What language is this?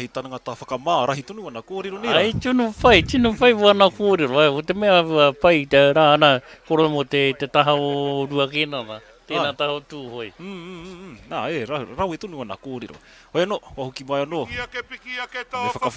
Māori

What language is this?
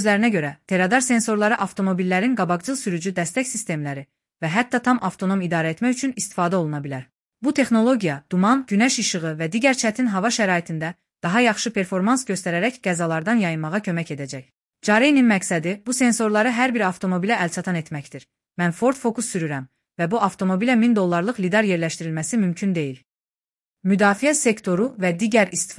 Azerbaijani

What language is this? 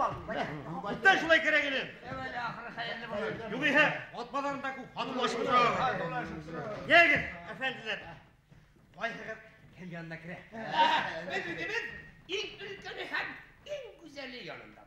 Bashkir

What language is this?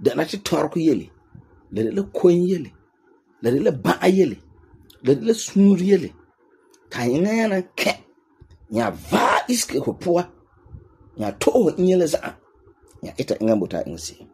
Frafra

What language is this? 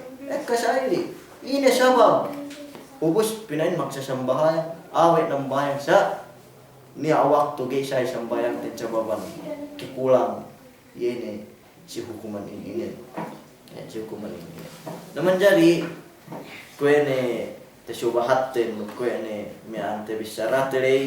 Yakan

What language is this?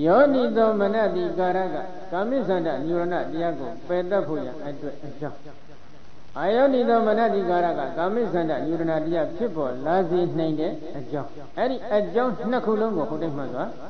Burmese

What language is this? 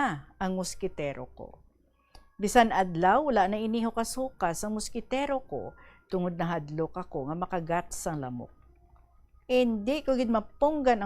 Hiligaynon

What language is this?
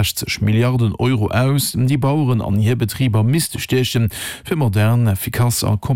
Luxembourgish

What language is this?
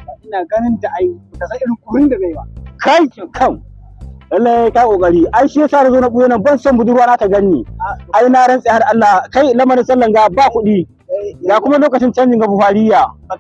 Hausa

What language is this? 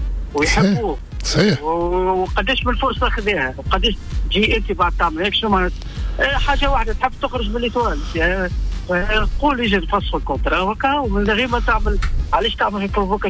Tunisian Arabic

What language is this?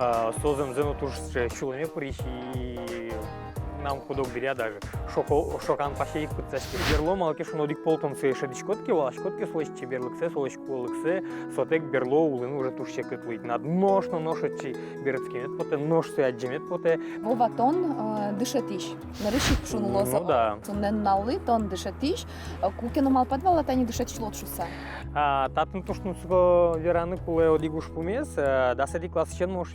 Udmurt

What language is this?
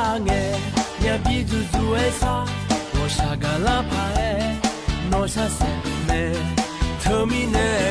Akha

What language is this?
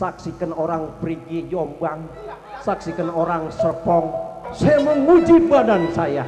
Betawi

